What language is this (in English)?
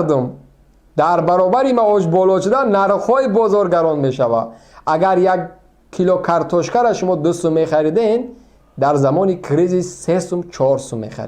Tajik